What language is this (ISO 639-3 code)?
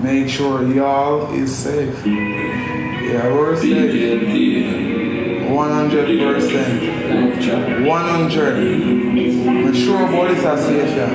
jam